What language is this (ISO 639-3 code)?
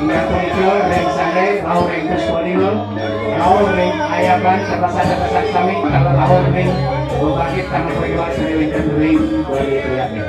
ban